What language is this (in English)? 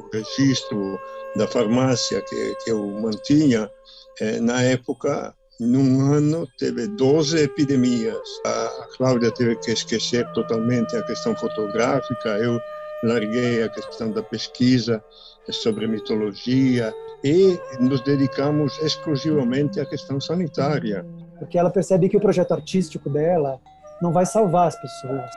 Portuguese